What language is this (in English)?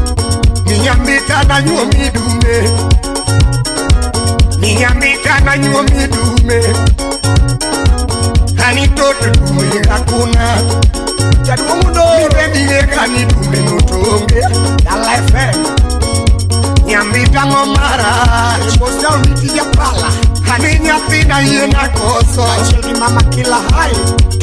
Luo (Kenya and Tanzania)